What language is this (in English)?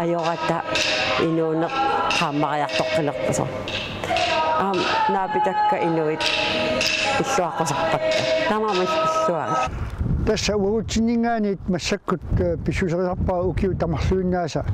Kalaallisut